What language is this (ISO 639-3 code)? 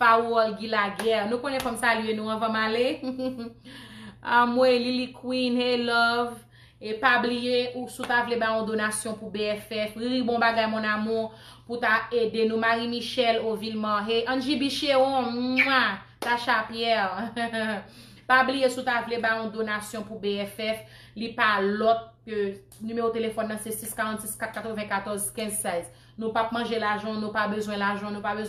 hat